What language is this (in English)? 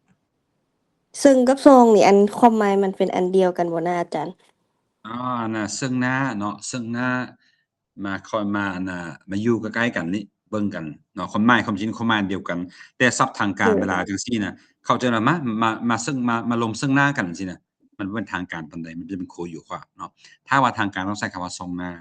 Lao